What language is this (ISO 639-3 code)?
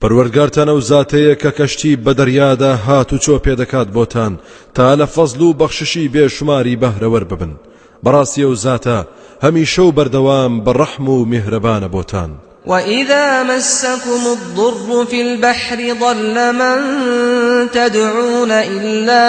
ckb